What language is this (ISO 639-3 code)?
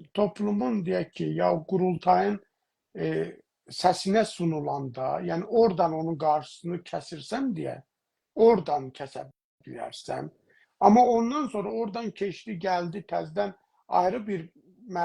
azb